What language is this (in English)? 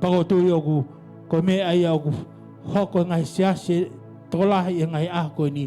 Tongan